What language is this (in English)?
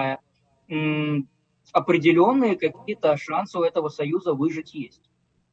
Russian